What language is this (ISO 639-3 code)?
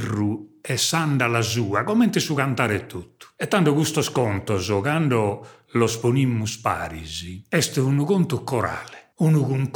srd